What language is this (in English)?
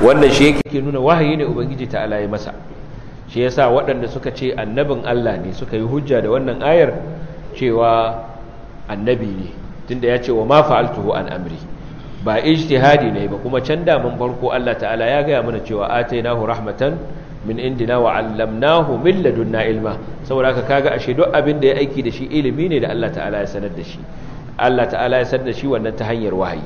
Hausa